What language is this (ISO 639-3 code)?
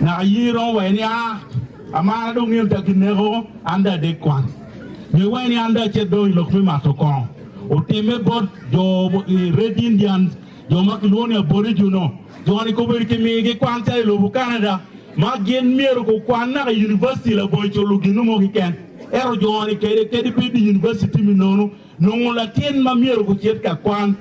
ach